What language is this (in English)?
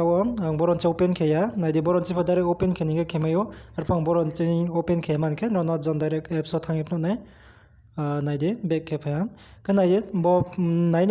Riang (India)